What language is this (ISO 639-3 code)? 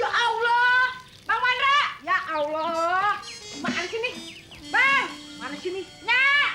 bew